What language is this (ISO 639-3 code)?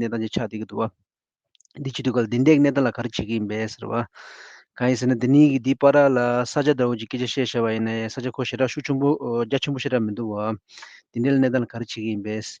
bod